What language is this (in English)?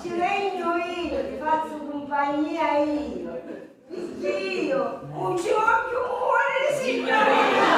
Sicilian